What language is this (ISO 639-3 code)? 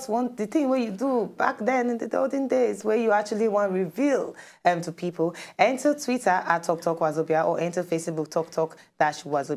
pcm